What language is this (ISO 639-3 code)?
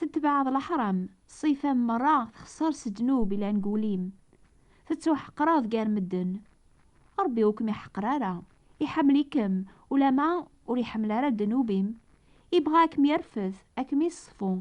kab